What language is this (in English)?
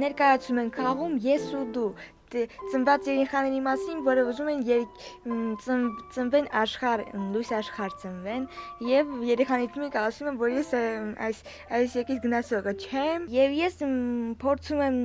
Armenian